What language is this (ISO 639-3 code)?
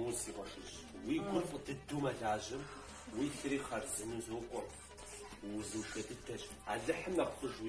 kbd